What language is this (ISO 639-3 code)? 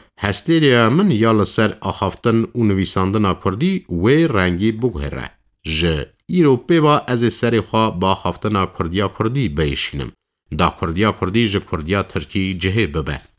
kur